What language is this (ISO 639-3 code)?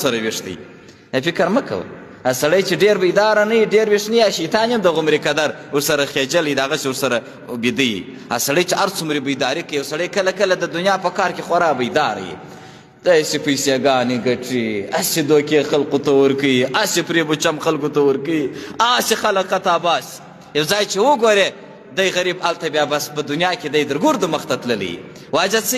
pus